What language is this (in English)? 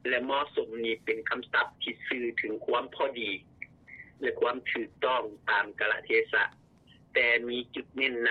Lao